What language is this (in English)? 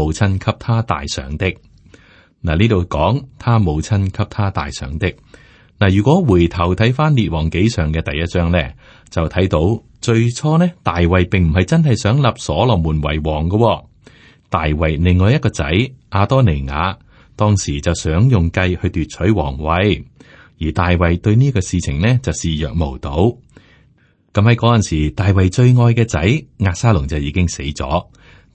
Cantonese